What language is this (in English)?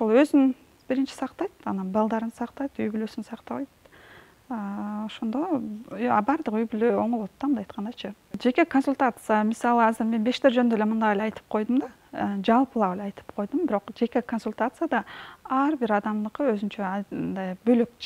Kyrgyz